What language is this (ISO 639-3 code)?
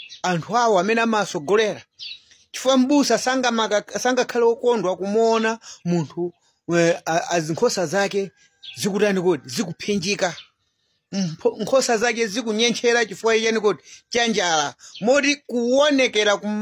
nya